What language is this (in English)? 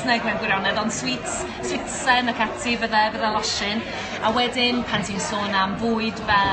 Welsh